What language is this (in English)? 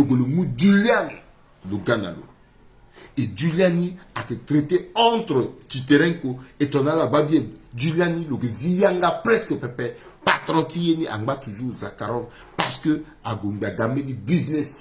Sango